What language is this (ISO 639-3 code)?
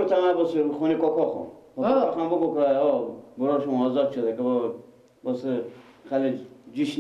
fas